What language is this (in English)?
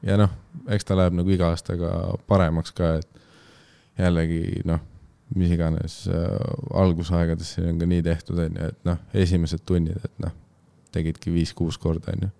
Estonian